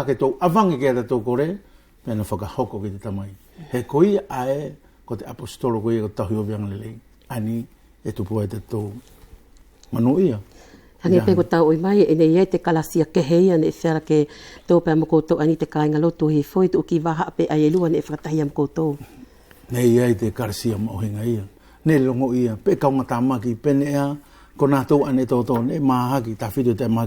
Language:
Wallisian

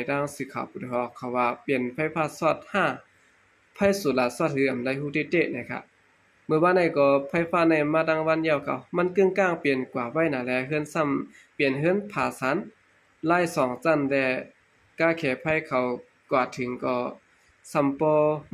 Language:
Shan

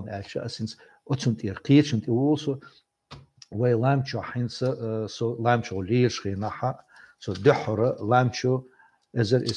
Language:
Chechen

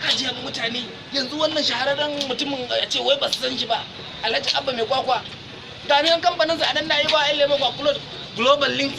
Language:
Hausa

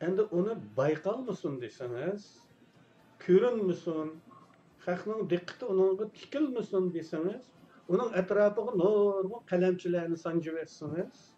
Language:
Uyghur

